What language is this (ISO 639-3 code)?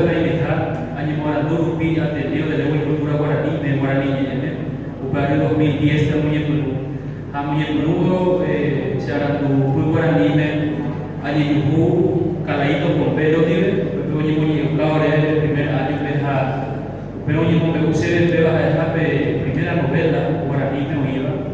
grn